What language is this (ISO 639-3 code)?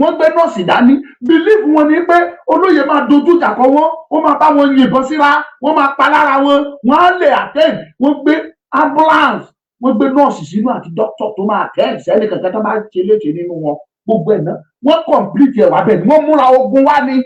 yor